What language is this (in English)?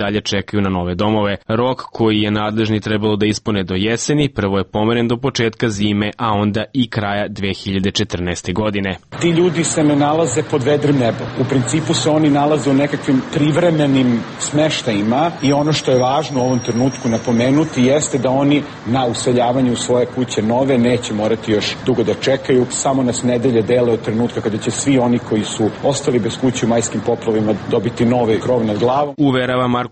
Serbian